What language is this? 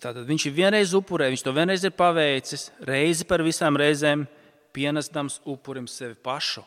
Latvian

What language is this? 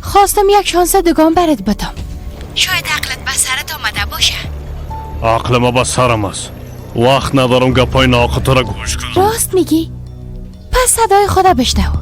Persian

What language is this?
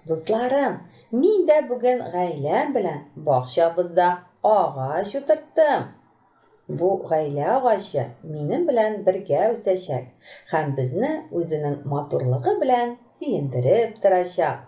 Tatar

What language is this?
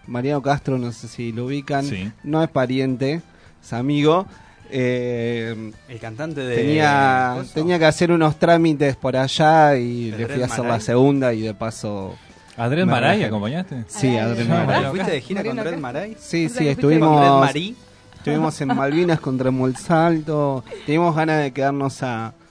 Spanish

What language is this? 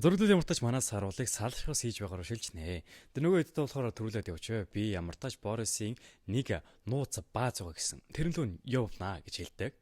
Mongolian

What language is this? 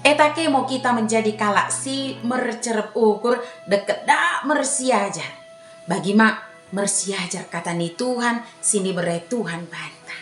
Batak Dairi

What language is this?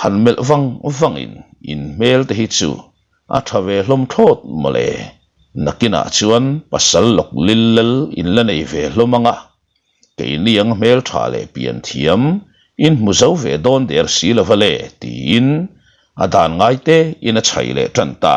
Mizo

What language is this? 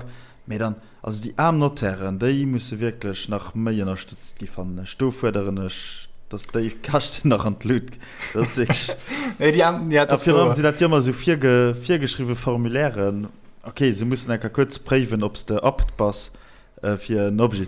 Luxembourgish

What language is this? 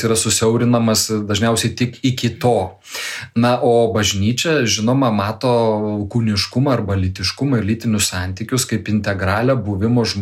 Lithuanian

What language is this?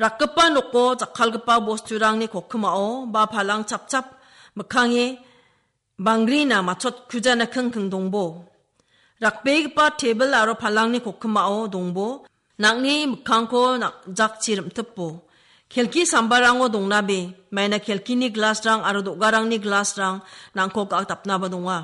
Garo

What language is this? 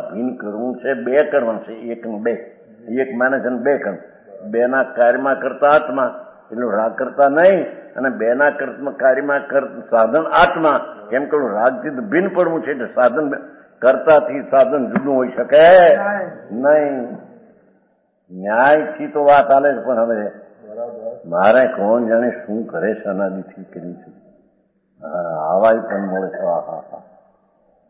Gujarati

